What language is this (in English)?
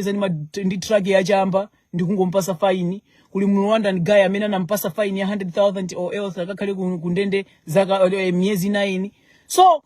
Nyanja